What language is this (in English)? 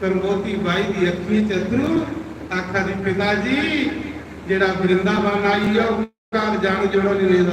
Dogri